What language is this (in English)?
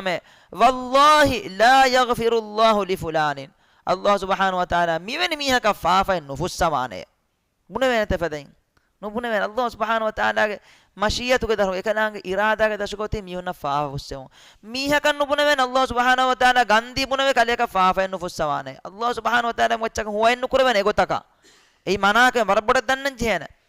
Divehi